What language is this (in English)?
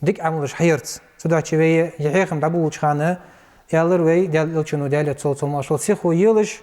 Ingush